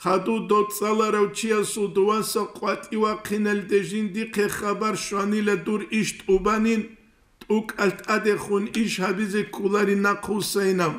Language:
Avaric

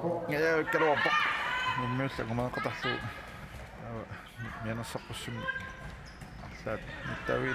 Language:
Kalaallisut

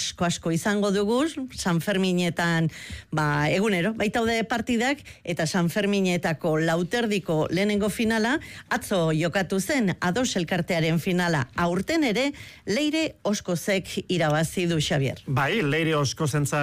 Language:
Basque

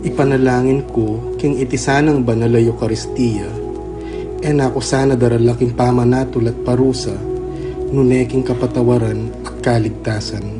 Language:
Pampanga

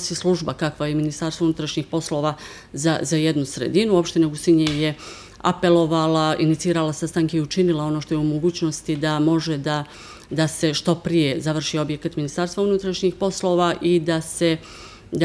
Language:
Serbian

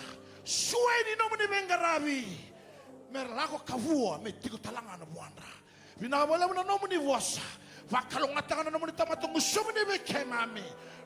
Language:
Fijian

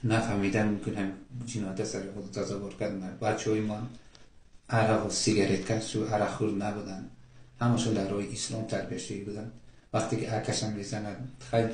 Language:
Tajik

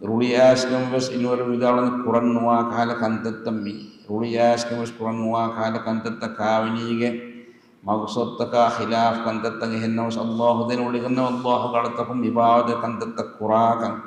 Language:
Divehi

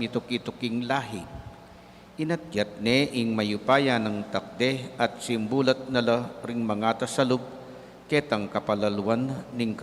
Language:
Pampanga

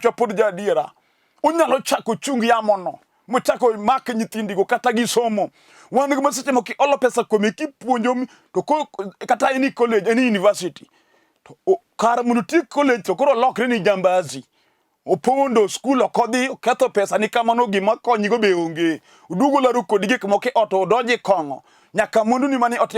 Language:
Luo (Kenya and Tanzania)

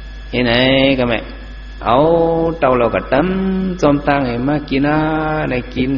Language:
Shan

